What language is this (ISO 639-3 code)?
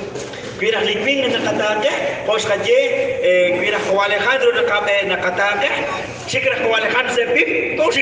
kek